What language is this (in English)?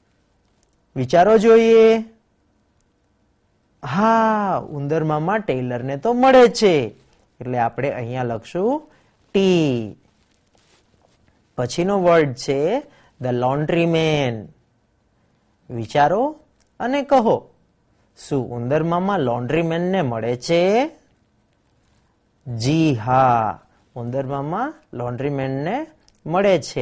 Gujarati